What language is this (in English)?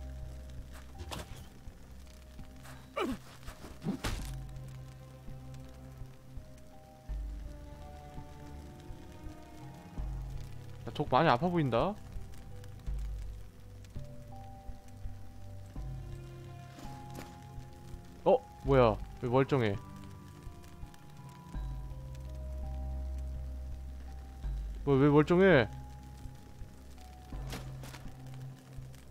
Korean